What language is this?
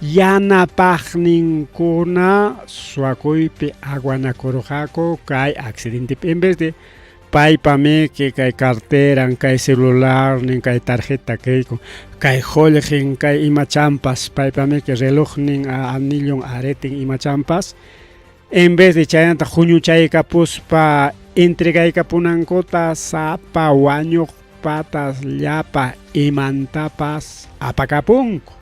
Ayacucho Quechua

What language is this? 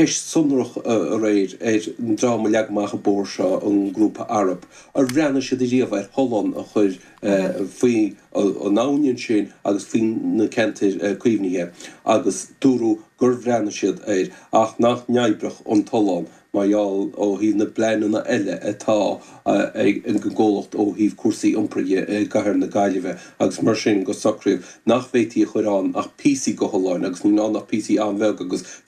Irish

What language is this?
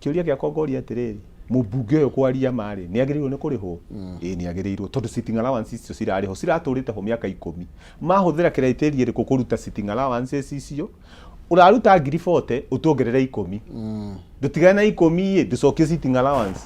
Kikuyu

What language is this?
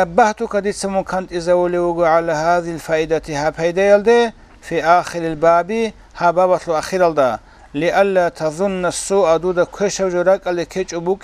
Avaric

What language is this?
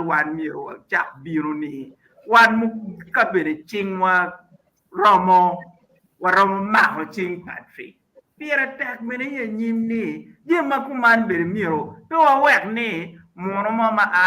Acoli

